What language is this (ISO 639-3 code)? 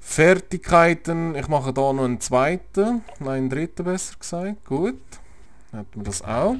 gsw